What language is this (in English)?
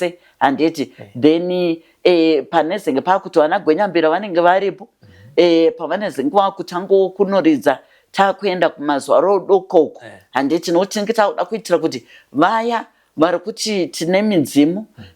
Shona